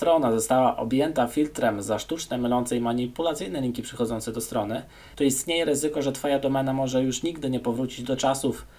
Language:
Polish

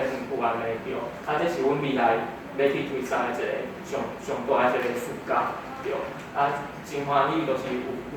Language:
Min Nan Chinese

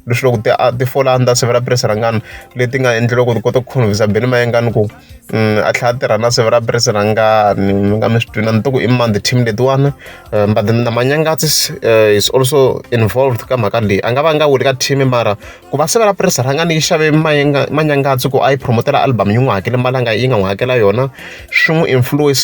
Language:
Tsonga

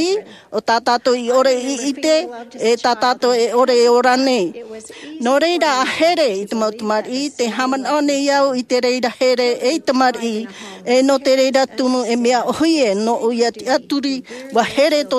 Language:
Tahitian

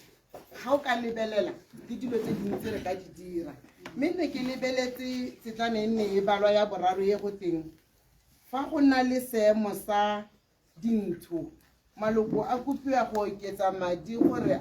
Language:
Tswana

